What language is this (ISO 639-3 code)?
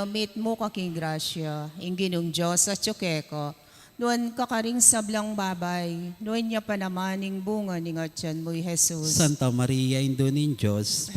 pam